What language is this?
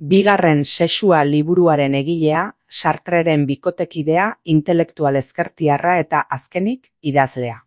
Basque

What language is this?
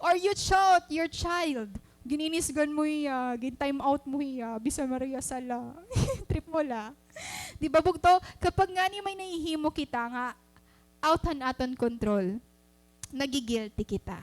Waray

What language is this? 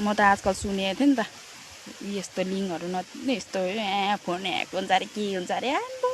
Nepali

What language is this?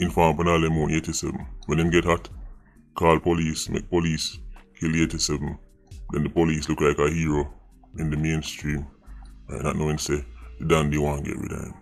Jamaican Creole English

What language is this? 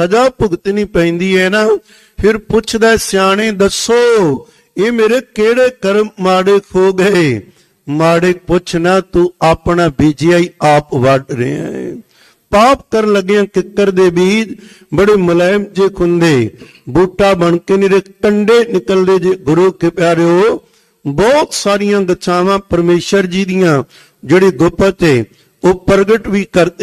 Punjabi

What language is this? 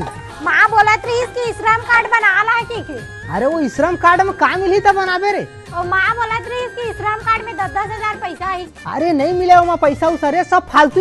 Chhattisgarhi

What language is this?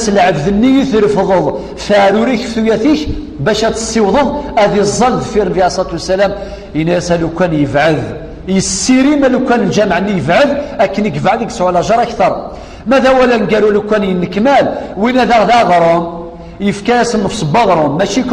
Kabyle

